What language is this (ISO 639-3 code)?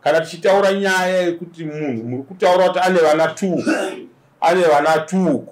sna